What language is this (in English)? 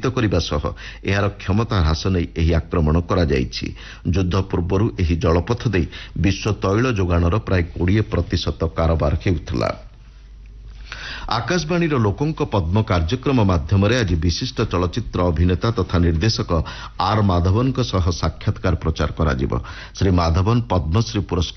Odia